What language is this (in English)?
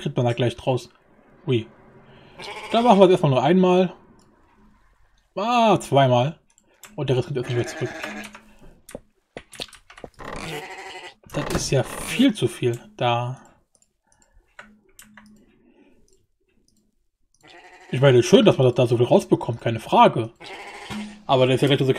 German